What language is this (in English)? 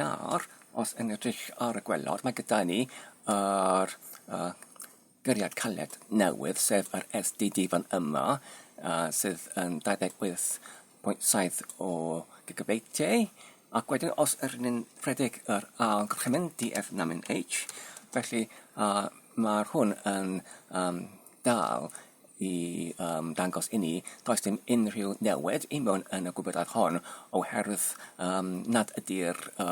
Welsh